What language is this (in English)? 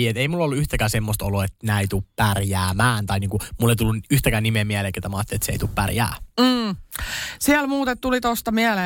Finnish